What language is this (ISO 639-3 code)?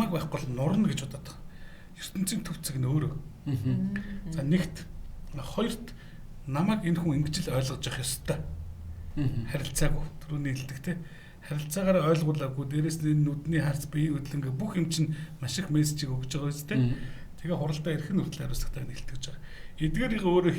mon